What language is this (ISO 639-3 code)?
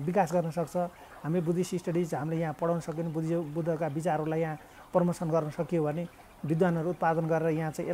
nep